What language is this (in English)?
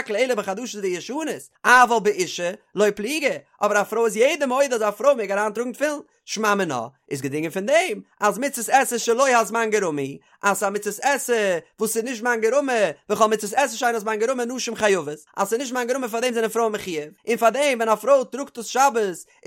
Yiddish